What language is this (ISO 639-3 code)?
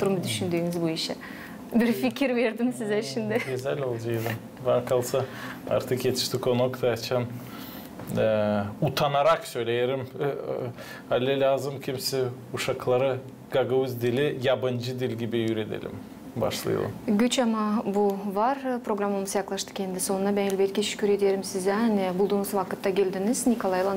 gag